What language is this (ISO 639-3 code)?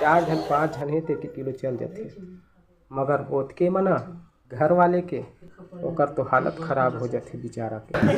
hne